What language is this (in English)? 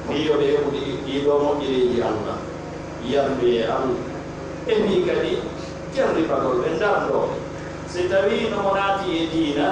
Pular